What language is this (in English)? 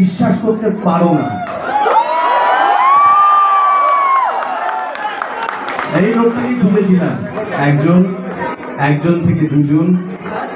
Bangla